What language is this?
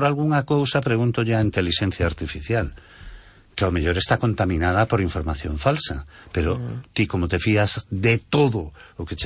Galician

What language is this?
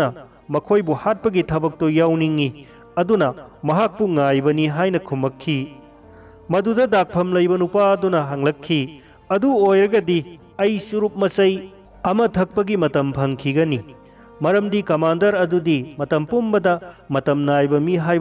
Manipuri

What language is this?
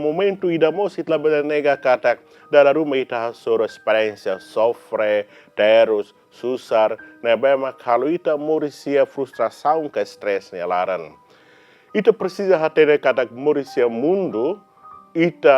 Tetum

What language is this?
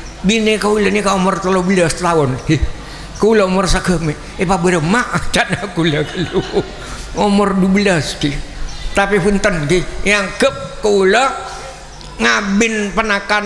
Madurese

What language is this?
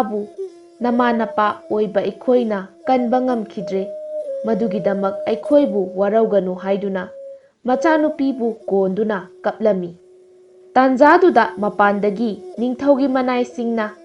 Manipuri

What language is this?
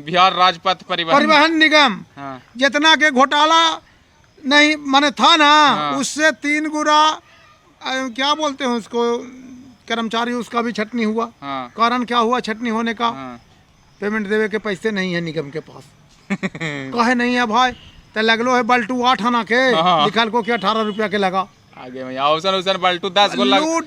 Magahi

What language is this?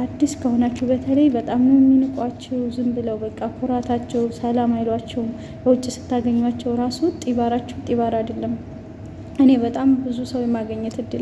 Amharic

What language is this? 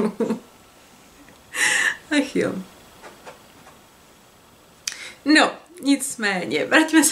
Czech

